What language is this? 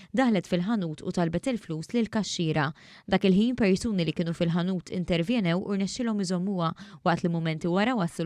Maltese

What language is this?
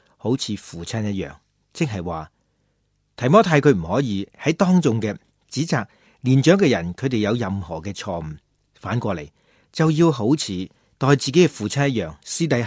Cantonese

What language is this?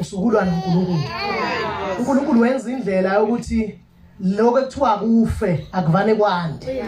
Zulu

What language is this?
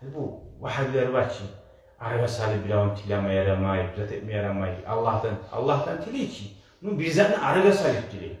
Kumyk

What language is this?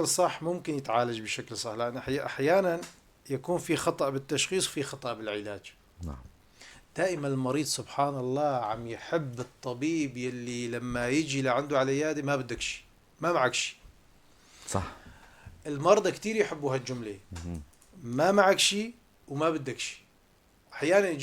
North Levantine Arabic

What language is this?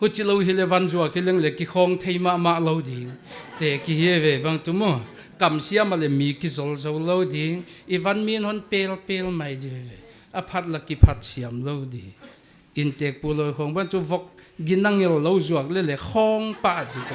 Paite Chin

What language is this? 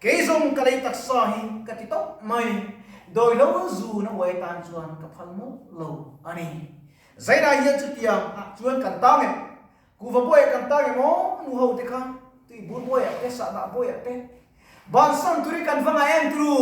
Mizo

